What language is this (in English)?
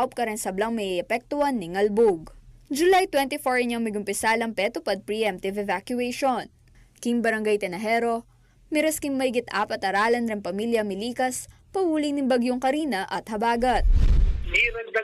Pampanga